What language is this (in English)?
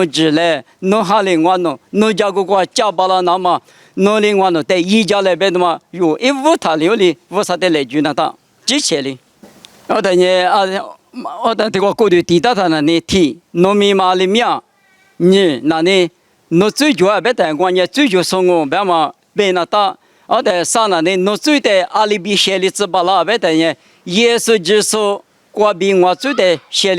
Lisu